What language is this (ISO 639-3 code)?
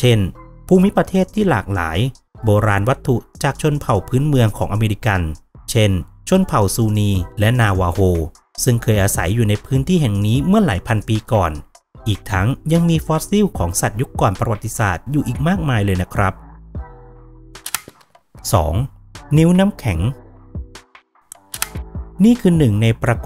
tha